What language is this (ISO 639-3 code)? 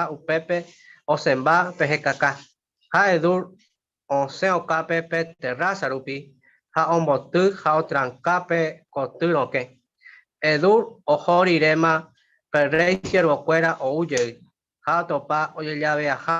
grn